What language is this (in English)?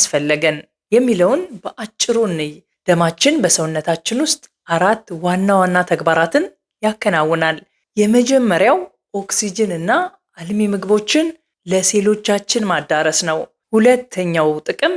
Amharic